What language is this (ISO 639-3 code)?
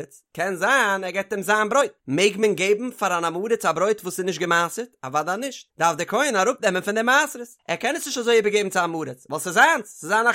yid